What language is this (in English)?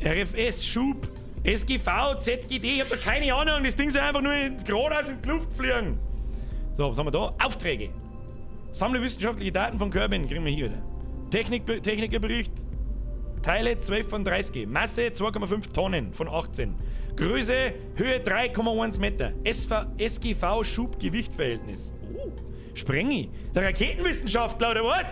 Bavarian